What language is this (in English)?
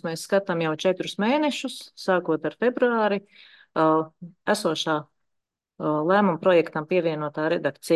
Latvian